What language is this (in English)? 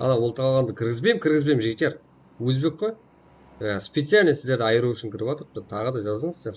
Kara-Kalpak